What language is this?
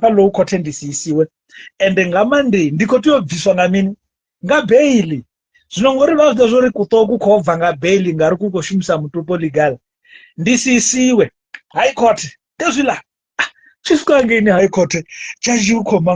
Venda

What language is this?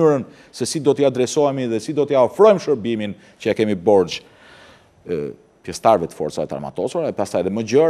Albanian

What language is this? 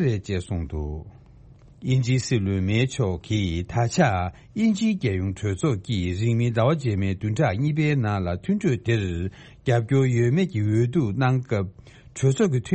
Tibetan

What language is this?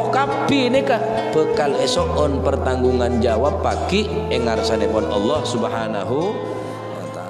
Madurese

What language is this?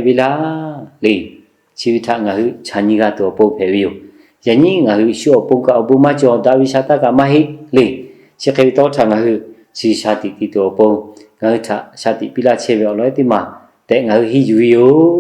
Lahu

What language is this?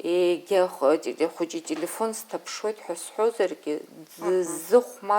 Abkhazian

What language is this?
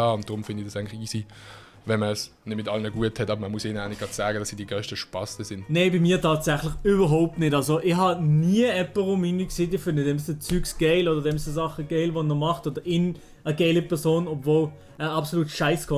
Swiss German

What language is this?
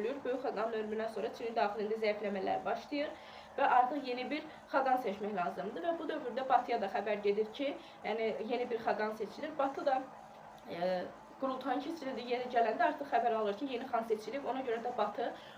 Azerbaijani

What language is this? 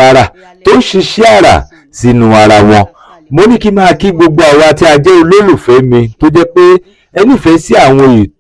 Yoruba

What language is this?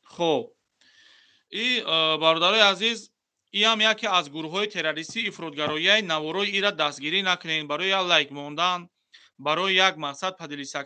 Tajik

